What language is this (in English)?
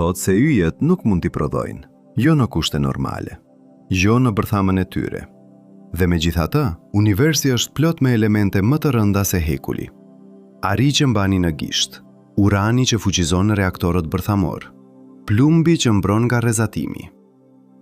Albanian